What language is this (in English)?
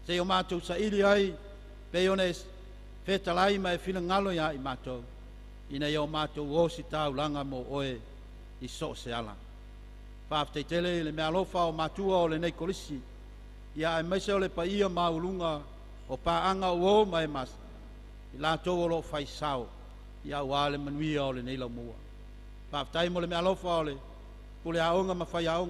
Samoan